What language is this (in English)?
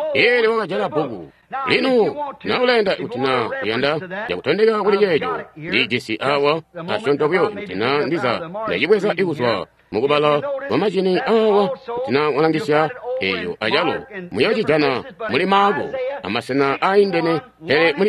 Tonga (Zambia)